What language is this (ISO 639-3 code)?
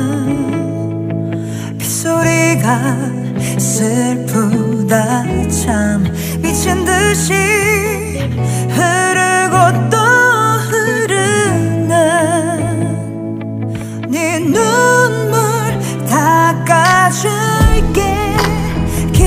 kor